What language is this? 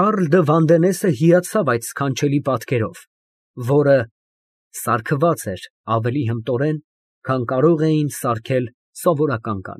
Armenian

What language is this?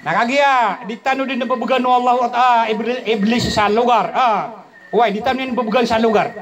Maranao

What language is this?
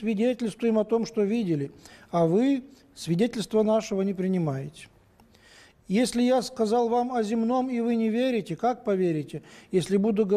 Russian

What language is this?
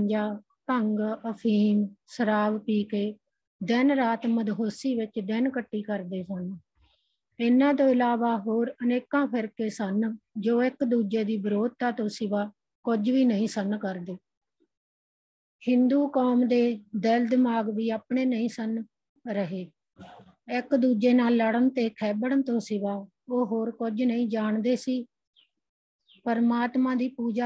Punjabi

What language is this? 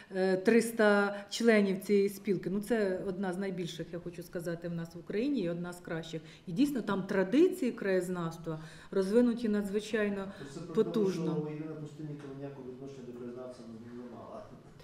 Ukrainian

